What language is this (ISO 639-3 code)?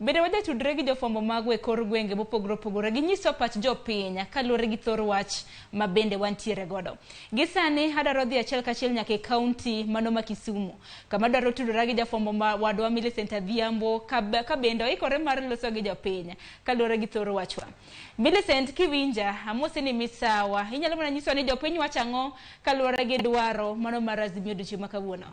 luo